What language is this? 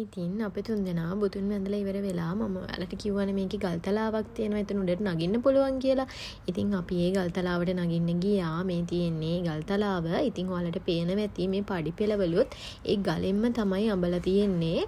Sinhala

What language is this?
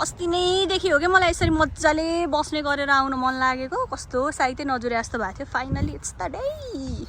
Nepali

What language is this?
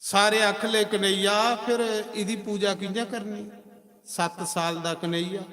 Dogri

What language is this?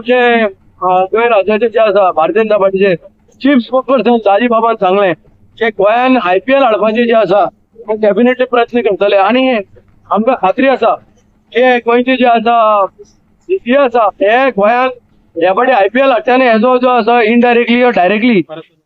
Konkani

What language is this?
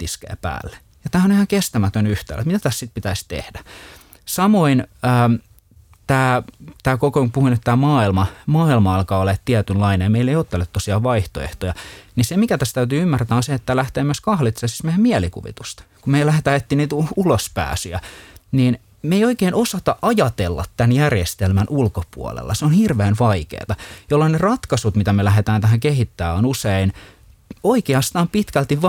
Finnish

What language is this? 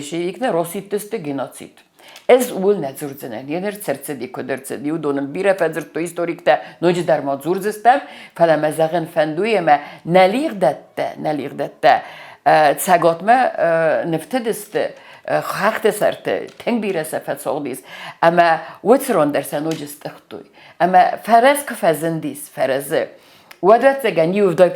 Ossetic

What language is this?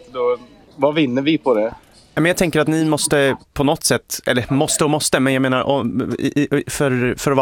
Swedish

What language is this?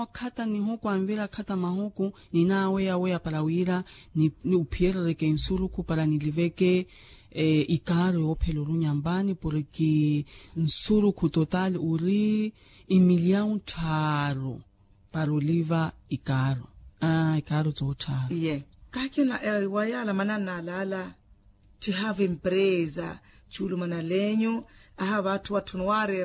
Makhuwa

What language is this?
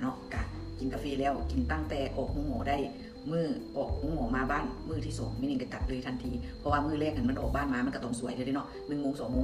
Lao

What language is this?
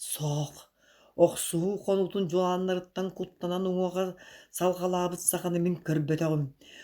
Yakut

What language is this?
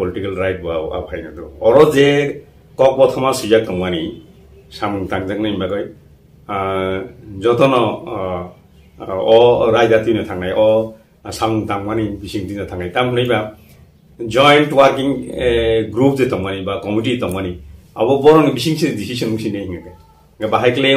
Kok Borok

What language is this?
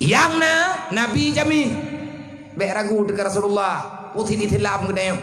Achinese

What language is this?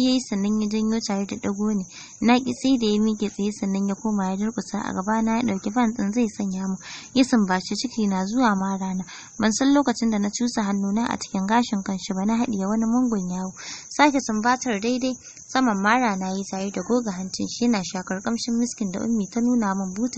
Hausa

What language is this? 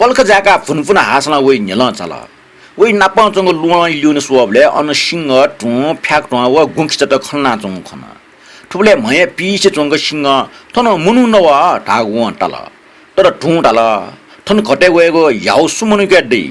Newari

